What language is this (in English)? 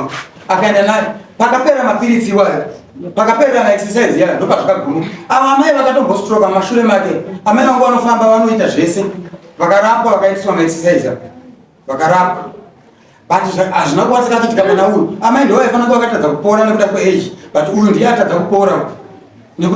Shona